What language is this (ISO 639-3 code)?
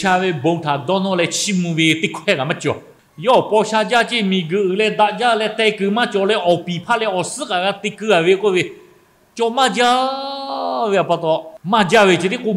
lhu